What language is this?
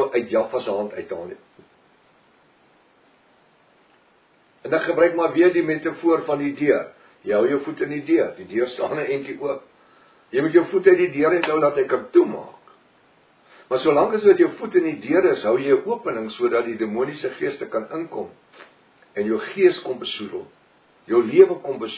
Afrikaans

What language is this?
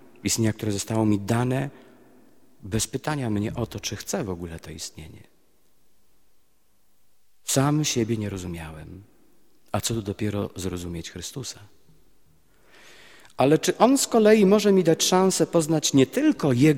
Polish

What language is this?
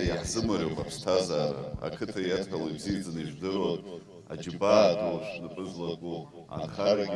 Abkhazian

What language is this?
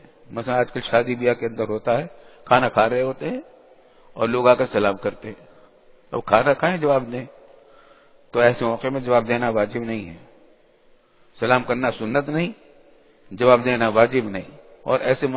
Urdu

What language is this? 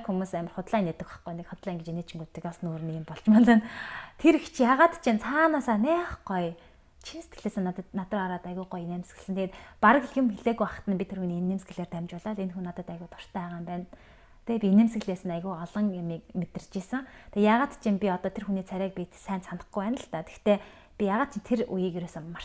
Mongolian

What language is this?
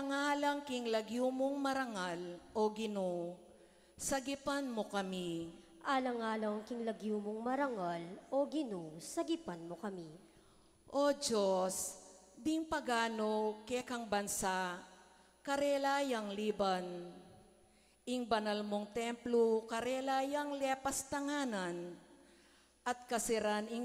Pampanga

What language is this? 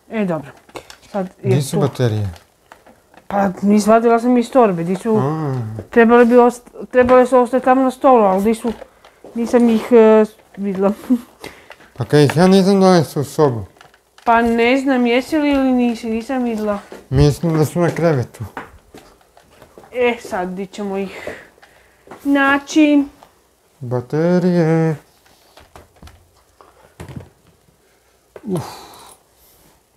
Croatian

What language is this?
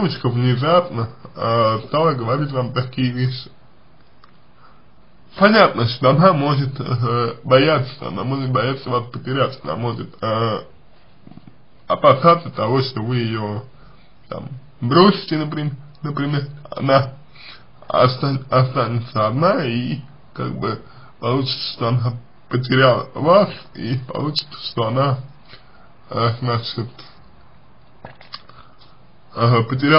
Russian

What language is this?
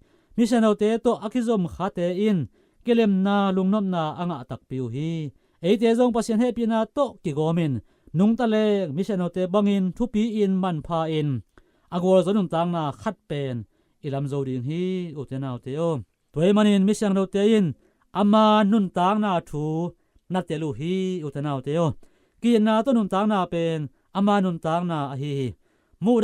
Tedim Chin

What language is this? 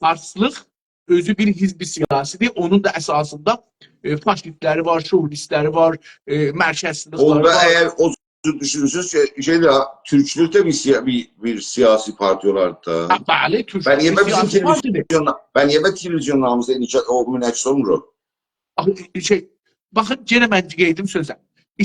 South Azerbaijani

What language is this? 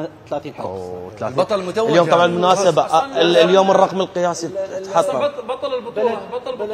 Mesopotamian Arabic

